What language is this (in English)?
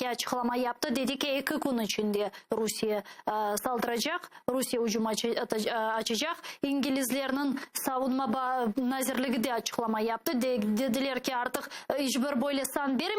Crimean Tatar